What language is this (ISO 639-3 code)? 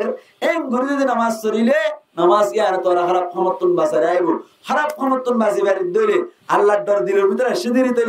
rhg